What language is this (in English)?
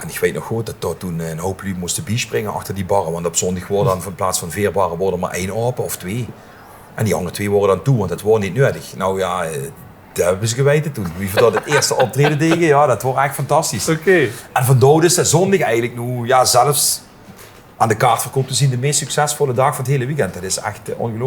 Limburgish